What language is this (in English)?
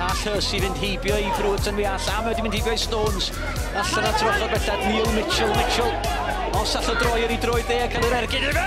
Welsh